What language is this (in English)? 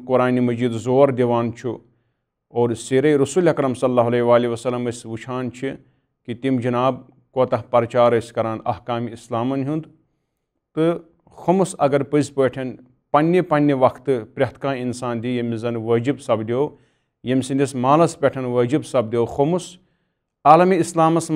Kashmiri